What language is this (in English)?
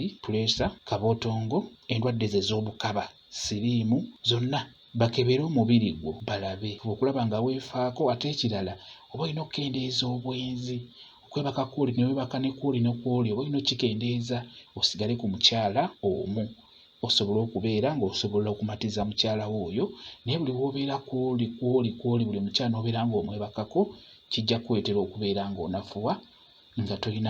Ganda